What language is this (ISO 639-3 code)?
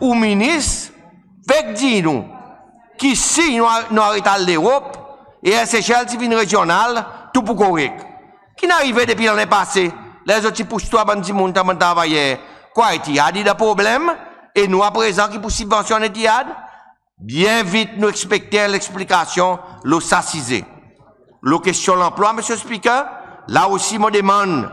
crs